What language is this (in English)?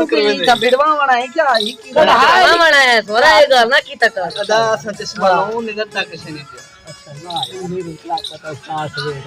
Saraiki